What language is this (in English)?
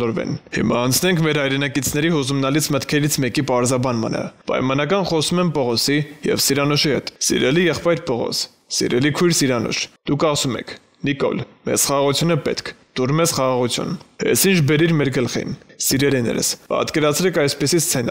Armenian